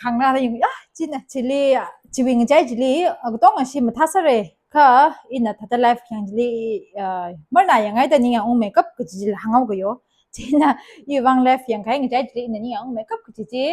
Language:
Tangkhul Naga (India)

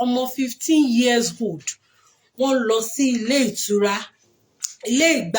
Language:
Yoruba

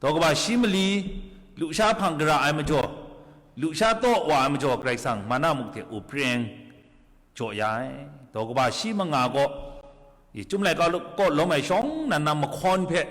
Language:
Kachin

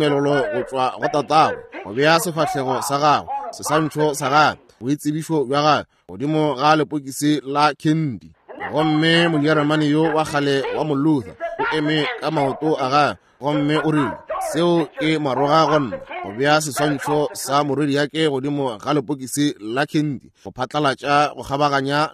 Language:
Northern Sotho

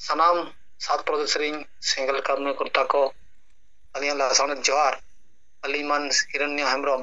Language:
Santali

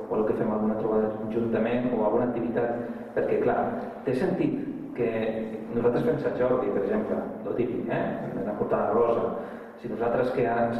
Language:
Catalan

